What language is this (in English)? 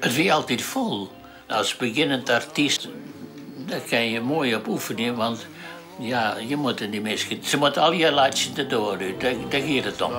Western Frisian